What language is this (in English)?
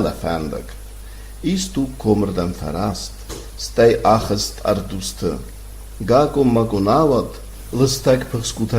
Ossetic